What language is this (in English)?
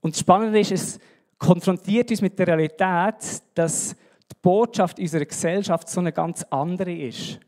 Swiss German